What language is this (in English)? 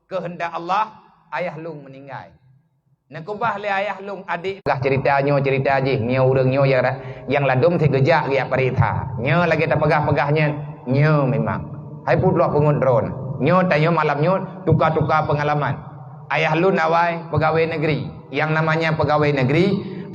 Achinese